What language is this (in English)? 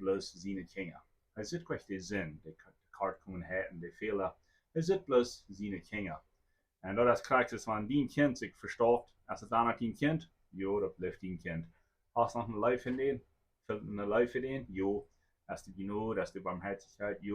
Plautdietsch